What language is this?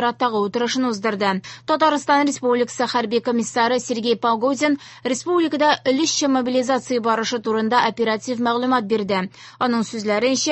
Tatar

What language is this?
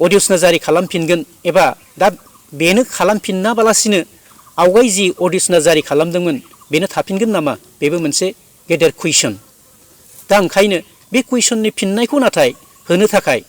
Bodo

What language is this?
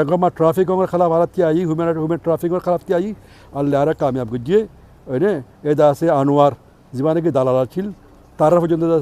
Rohingya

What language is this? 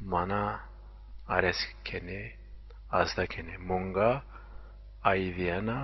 Zaza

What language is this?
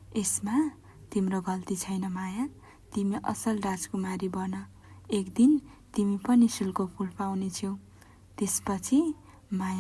Nepali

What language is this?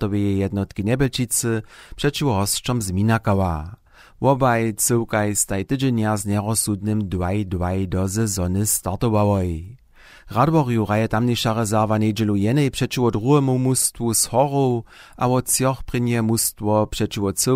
Upper Sorbian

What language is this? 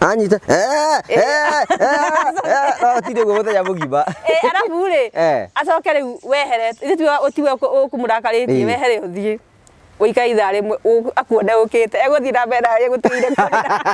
Kikuyu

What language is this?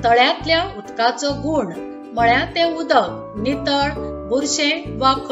Konkani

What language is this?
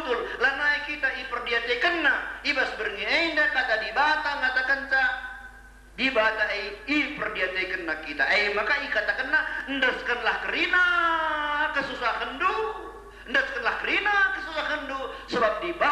Batak Karo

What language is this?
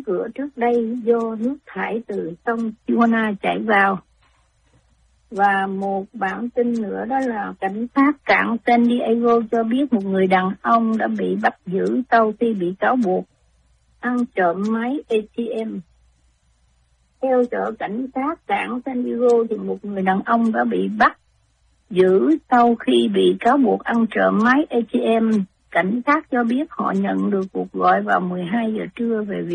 Vietnamese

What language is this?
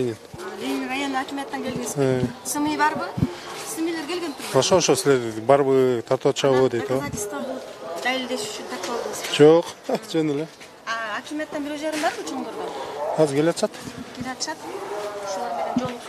Kyrgyz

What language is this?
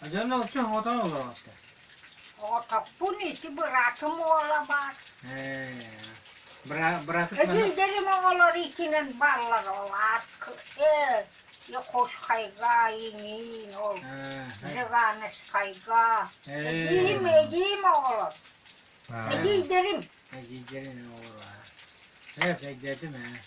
Yakut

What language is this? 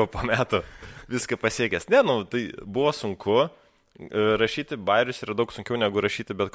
Lithuanian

